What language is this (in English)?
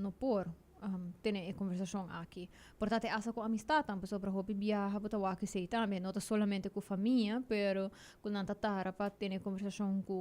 Papiamento